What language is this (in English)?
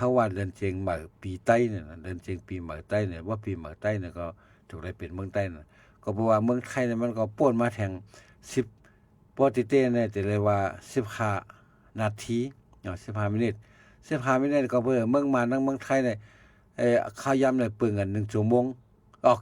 Shan